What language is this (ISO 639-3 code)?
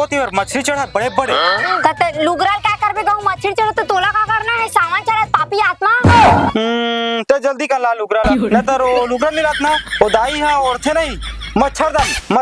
hne